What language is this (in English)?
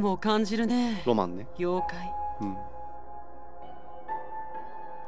Japanese